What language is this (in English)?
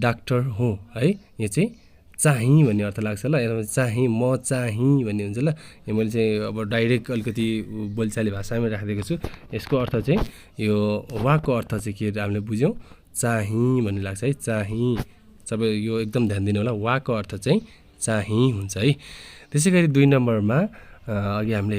Nepali